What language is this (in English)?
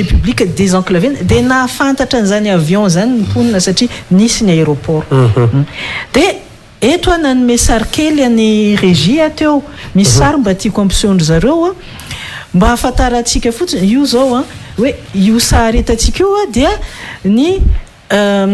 Malagasy